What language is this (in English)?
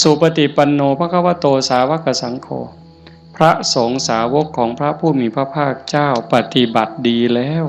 Northeastern Thai